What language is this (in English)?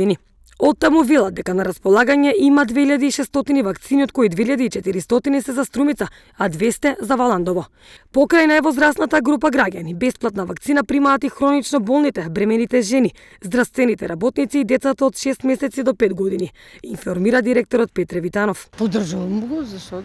Macedonian